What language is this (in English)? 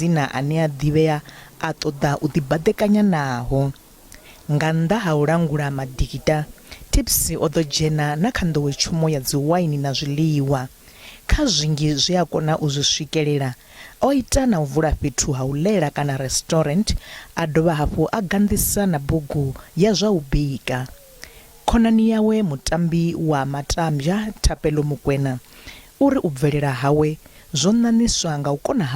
Venda